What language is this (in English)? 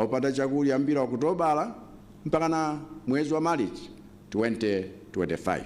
Nyanja